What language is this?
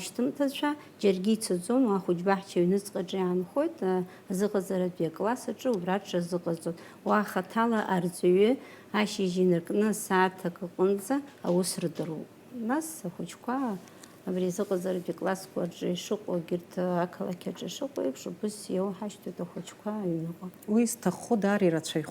Abkhazian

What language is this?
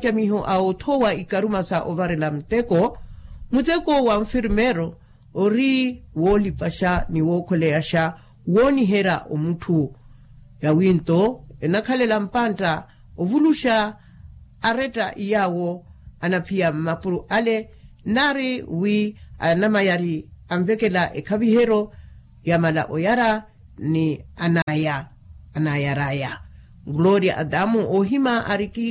Makhuwa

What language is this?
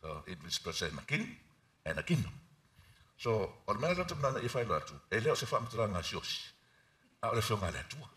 Samoan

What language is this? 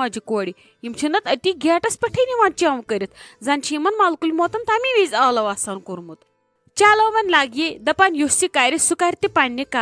Kashmiri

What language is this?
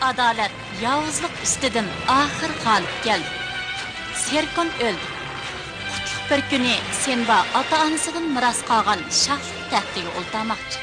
Uyghur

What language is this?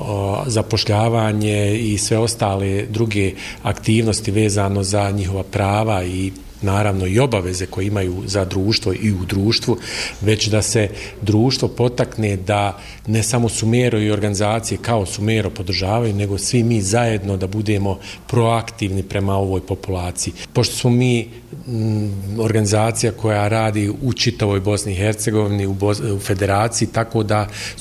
Bosnian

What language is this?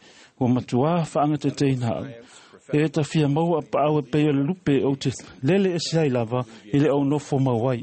Samoan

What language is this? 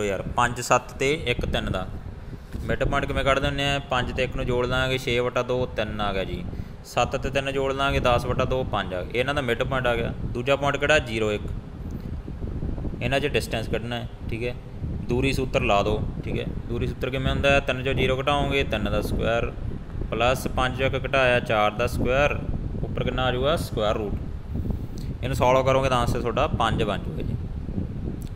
Punjabi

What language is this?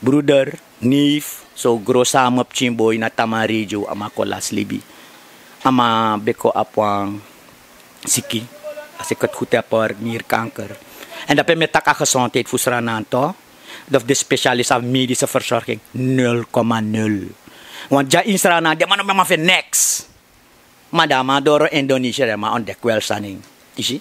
Sranan Tongo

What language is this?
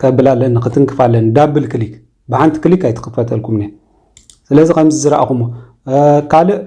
Tigrinya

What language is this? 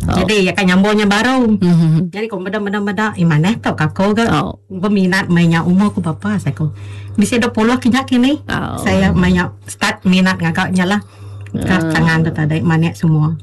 Iban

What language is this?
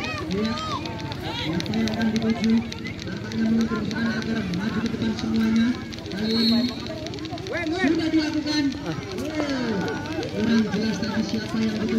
Indonesian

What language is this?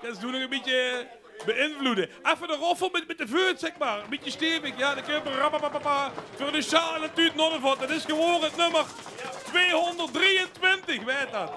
Limburgish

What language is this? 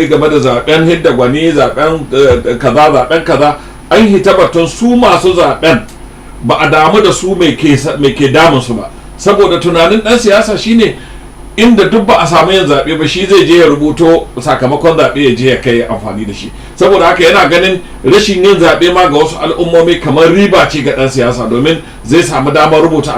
Hausa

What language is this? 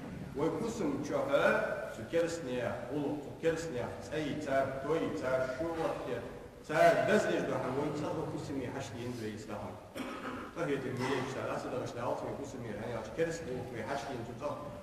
Ingush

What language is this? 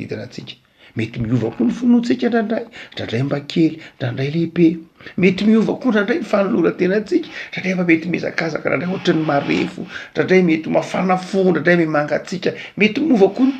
Malagasy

